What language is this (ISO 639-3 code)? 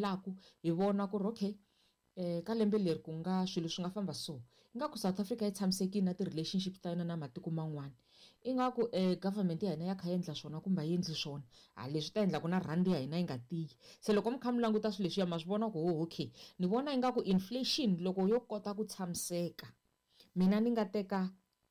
tso